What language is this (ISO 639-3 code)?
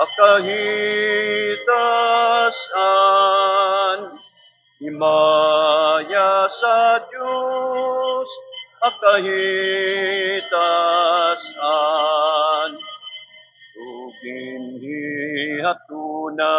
war